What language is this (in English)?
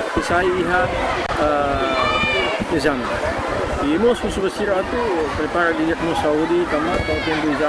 Tetum